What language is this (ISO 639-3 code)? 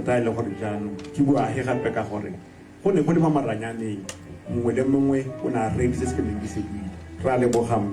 tsn